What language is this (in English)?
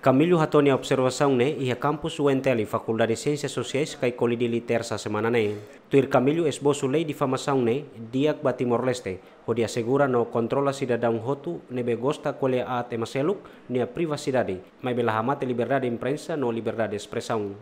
Tetum